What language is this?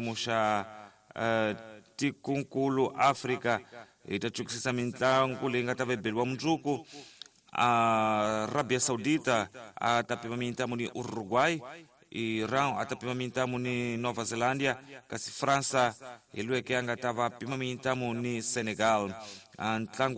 Tsonga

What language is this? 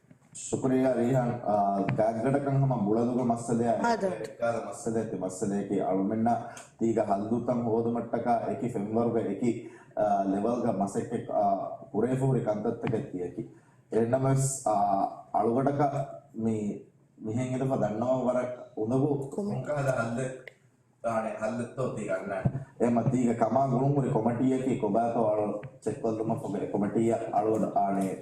Divehi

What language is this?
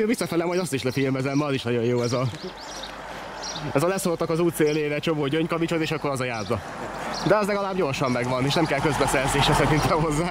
Hungarian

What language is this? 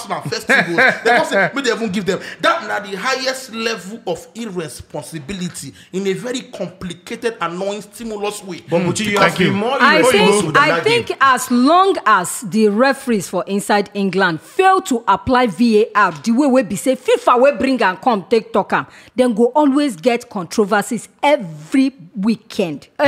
Nigerian Pidgin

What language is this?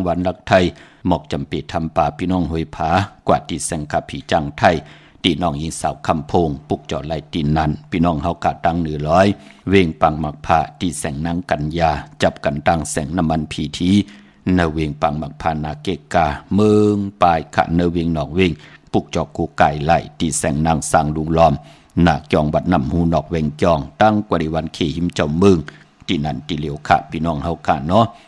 Shan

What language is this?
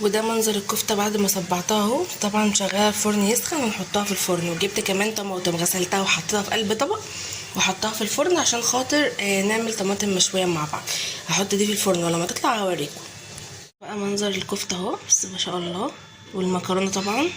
Egyptian Arabic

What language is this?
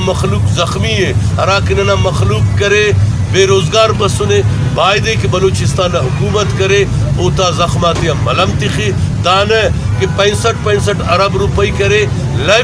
Brahui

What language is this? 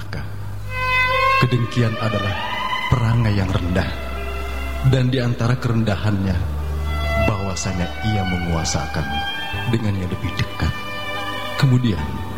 Indonesian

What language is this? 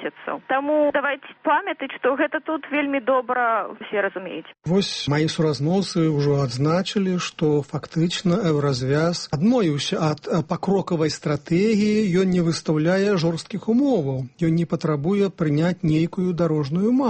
Belarusian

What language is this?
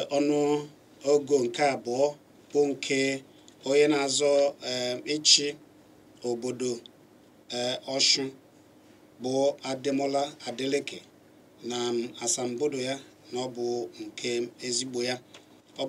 Igbo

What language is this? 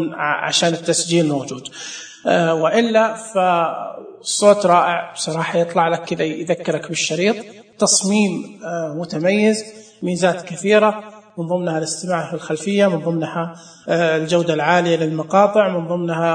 Najdi Arabic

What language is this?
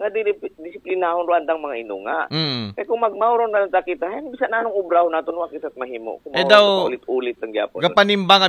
Aklanon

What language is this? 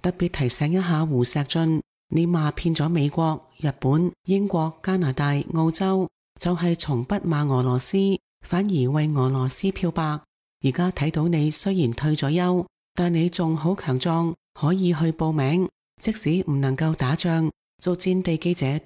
Cantonese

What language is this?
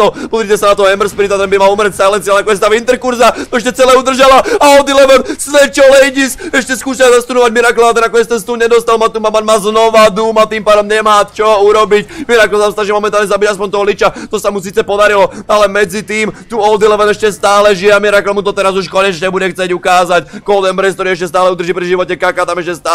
Slovak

